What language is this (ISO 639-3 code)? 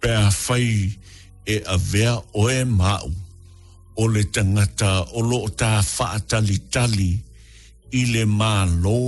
smo